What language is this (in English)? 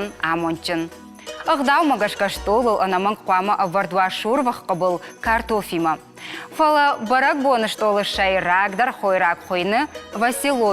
Ossetic